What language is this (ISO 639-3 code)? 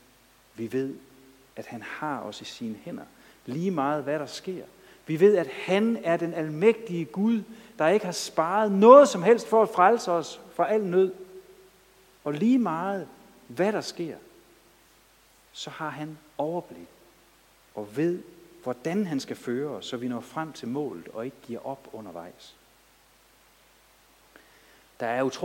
dan